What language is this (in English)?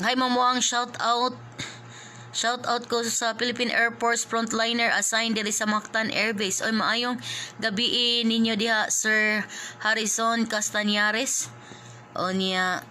Cebuano